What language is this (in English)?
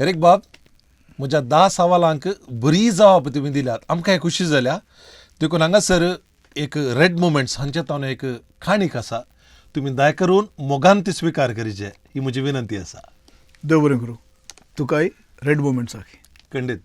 Konkani